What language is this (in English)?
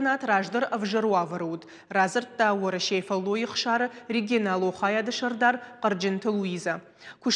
Ossetic